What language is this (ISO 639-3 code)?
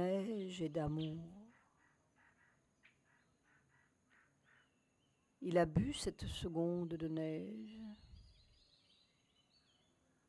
fra